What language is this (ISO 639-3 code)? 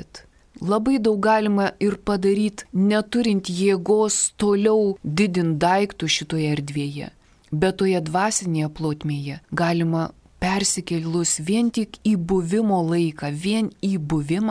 lit